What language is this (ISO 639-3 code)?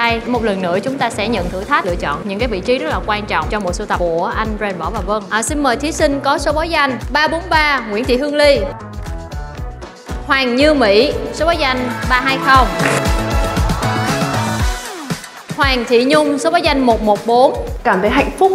vie